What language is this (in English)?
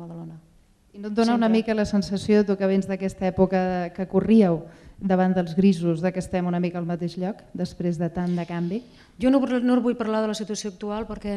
Catalan